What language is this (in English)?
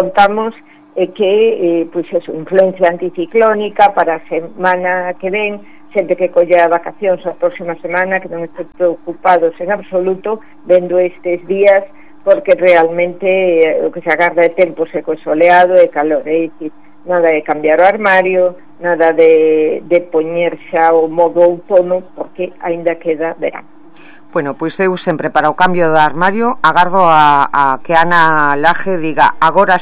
Galician